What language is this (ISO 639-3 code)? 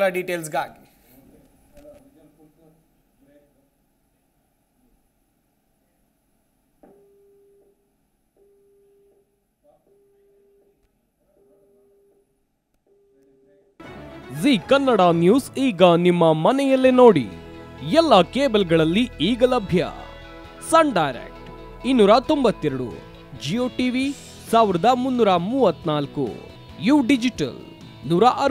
kan